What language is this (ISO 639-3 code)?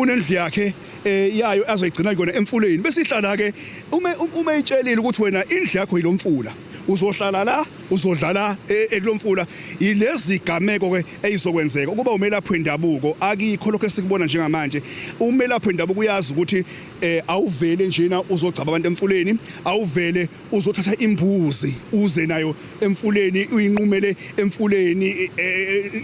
zul